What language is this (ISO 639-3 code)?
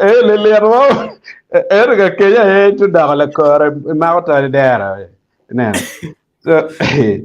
ach